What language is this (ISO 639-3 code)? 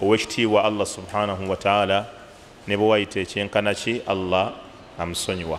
lug